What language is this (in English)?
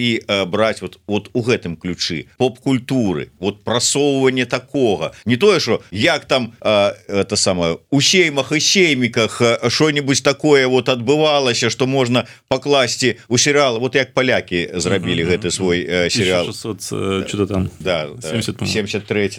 Belarusian